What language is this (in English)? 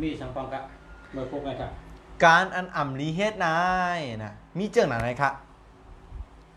Shan